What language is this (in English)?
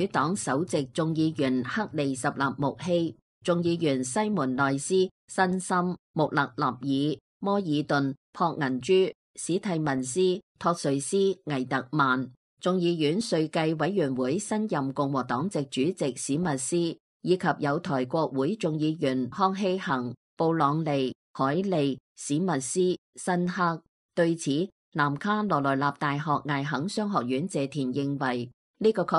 Cantonese